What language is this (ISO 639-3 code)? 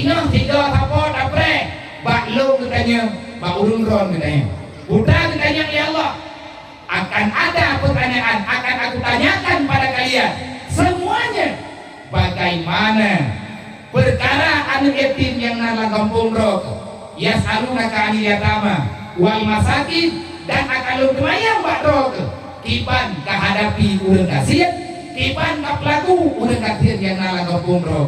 ace